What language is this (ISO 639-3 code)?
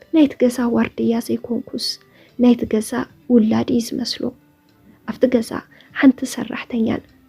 tir